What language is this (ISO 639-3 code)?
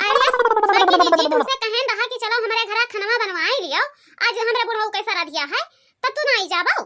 awa